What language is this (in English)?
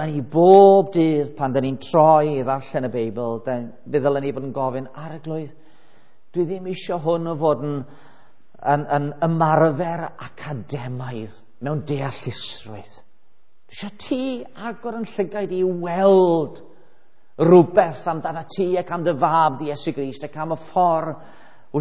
Welsh